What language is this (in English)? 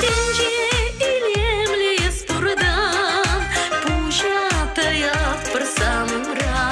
Chuvash